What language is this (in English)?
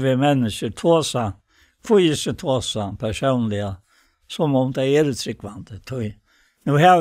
Faroese